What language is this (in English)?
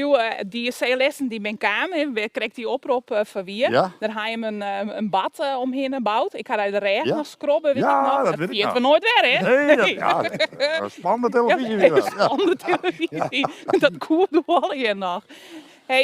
Western Frisian